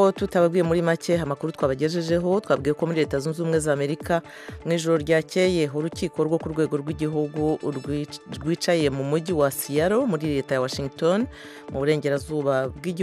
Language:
Kinyarwanda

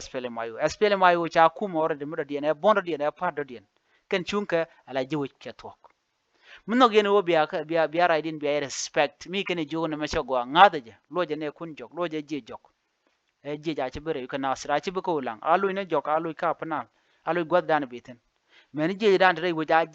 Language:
Nuer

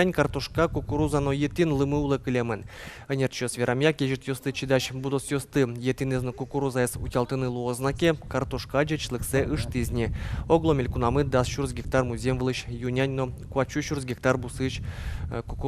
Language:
Udmurt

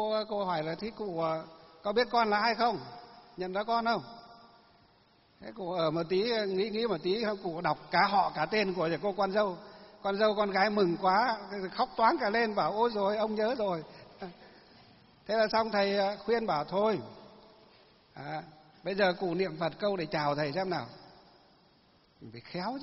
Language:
Vietnamese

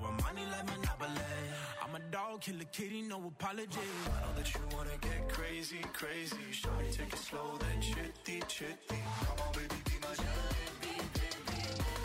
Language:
English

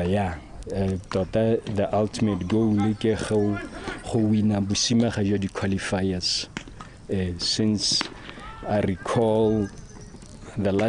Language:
Tswana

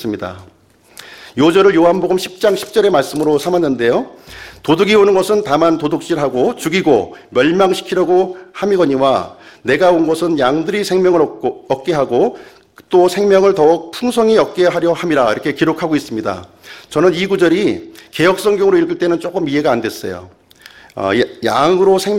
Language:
Korean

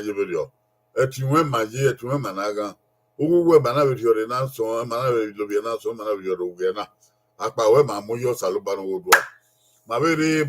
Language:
Bini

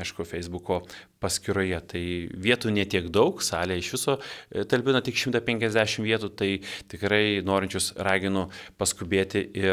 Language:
Lithuanian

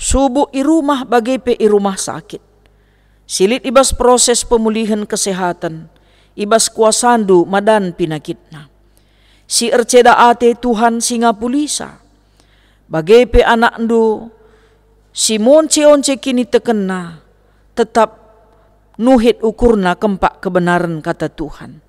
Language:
Batak Karo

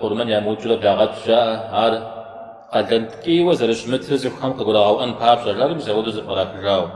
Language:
Kabardian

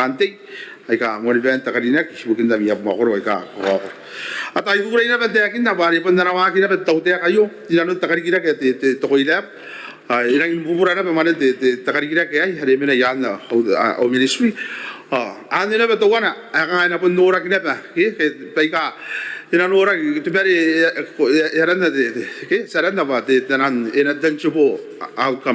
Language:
Gilbertese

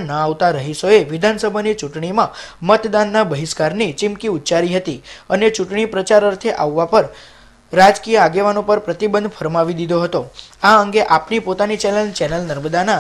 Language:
Gujarati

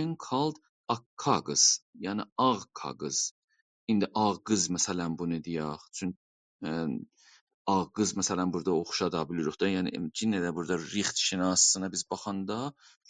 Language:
South Azerbaijani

